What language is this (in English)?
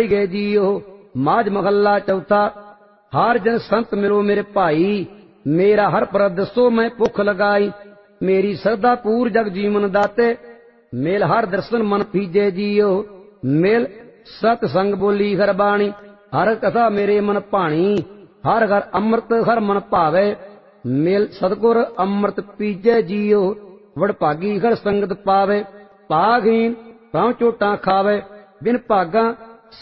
Punjabi